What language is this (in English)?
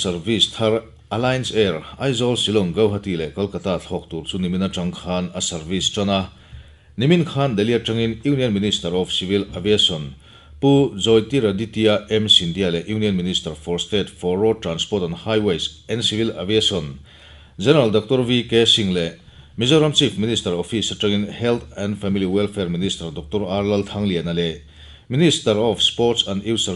Mizo